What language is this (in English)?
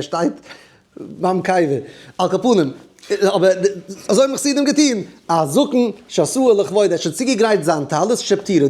Yiddish